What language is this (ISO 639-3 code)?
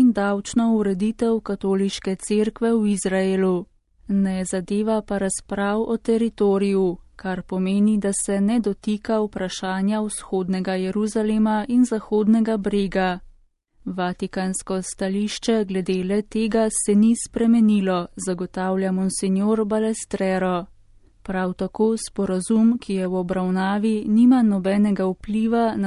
slv